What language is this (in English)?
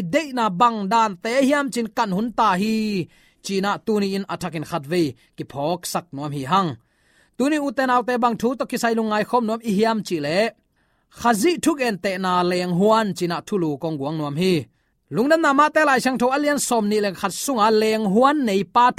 Tedim Chin